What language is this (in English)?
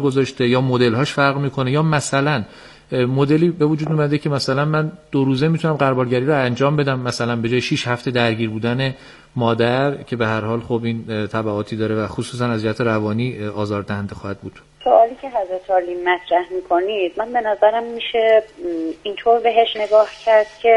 Persian